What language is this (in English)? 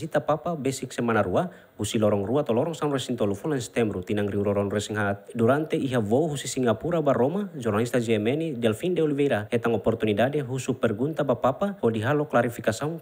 Tetum